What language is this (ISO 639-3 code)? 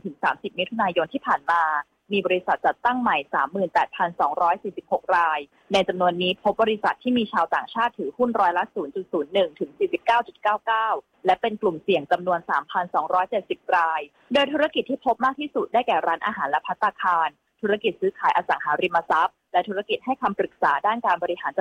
tha